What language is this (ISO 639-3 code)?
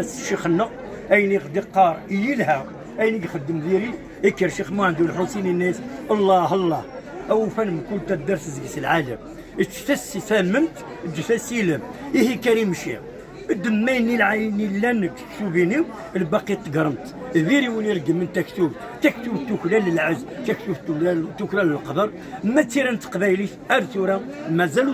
kab